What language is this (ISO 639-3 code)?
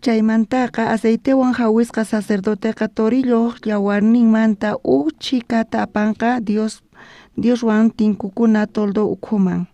quh